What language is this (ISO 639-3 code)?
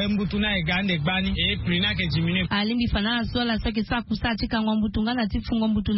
sag